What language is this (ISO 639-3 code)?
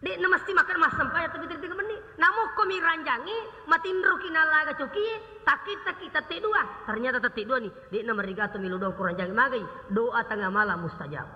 bug